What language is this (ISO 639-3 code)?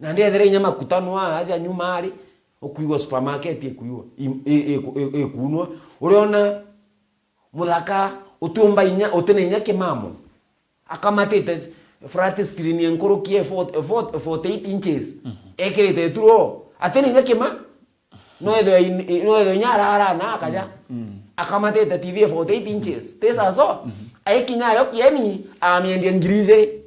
mer